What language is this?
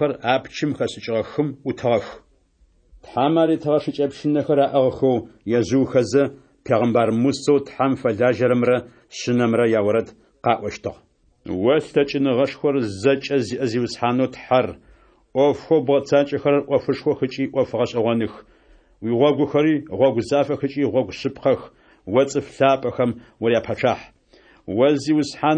Adyghe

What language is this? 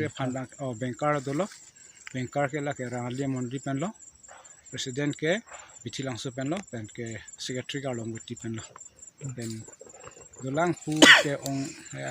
Karbi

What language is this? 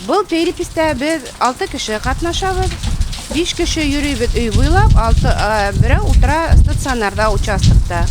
Bashkir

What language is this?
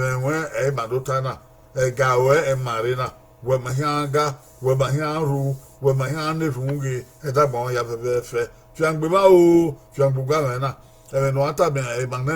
Bini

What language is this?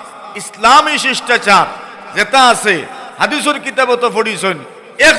Sylheti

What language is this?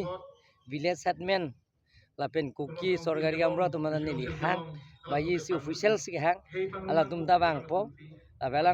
Karbi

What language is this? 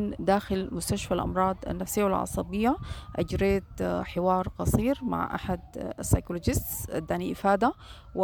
Sudanese Arabic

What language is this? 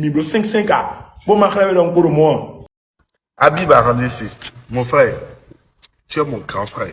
Fon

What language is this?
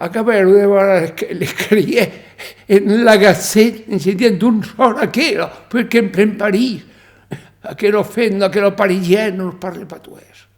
Occitan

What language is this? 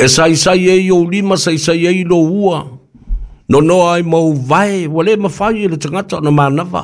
Samoan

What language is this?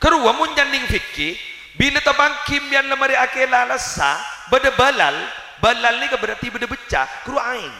Madurese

